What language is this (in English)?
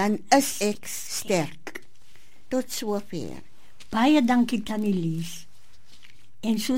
Afrikaans